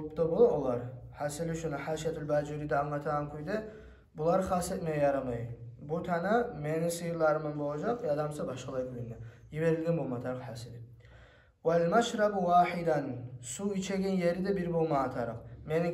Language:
Kumyk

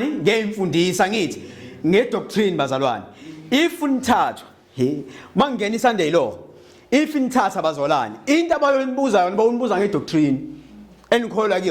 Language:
Zulu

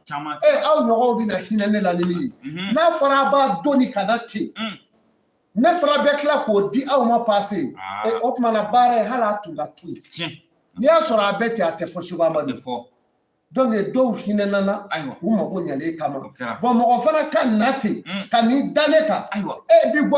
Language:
Bambara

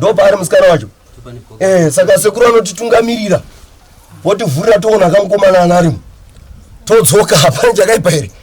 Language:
Shona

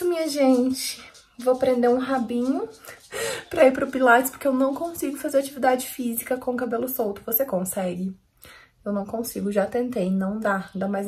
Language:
Portuguese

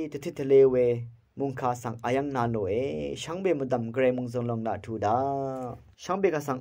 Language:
Rawang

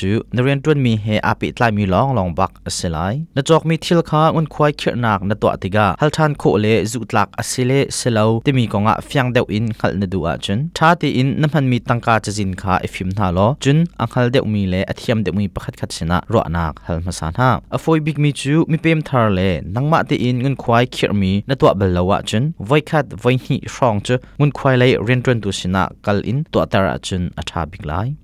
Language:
Hakha Chin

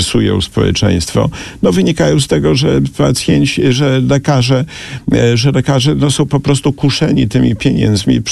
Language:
Polish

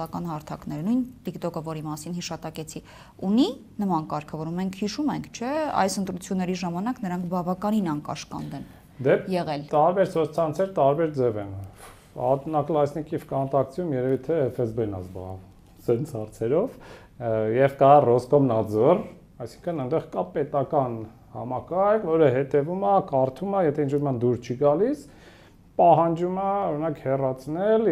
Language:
Armenian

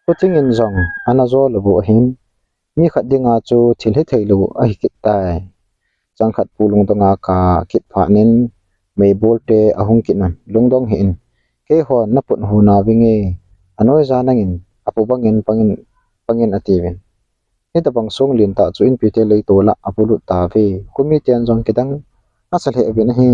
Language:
Thado Chin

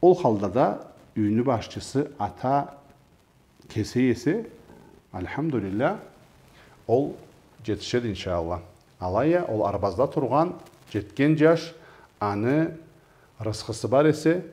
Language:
Karachay-Balkar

